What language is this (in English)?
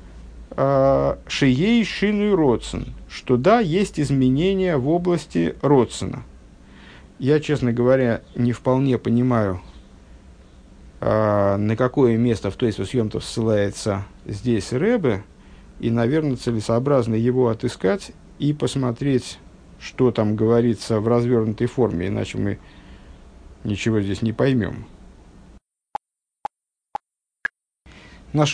Russian